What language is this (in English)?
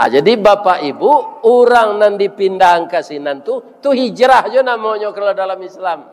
Minangkabau